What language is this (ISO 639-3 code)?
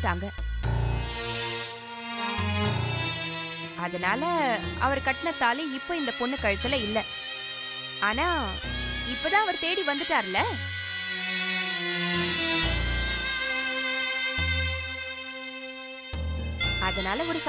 tam